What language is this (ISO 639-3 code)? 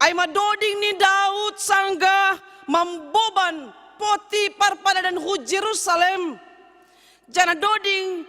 bts